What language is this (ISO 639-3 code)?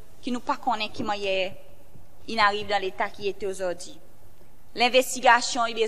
crs